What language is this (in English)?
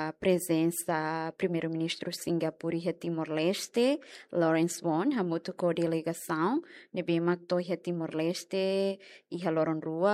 Tetum